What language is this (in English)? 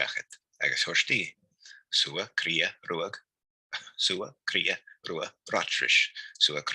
Scottish Gaelic